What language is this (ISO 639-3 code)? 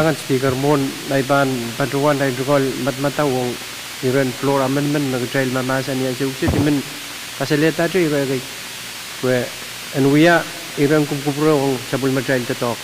pon